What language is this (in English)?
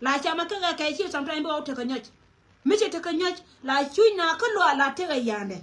Nuer